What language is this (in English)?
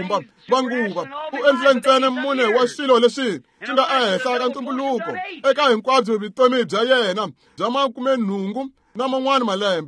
Tsonga